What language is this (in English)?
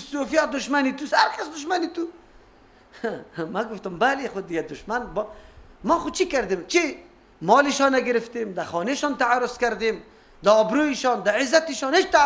Persian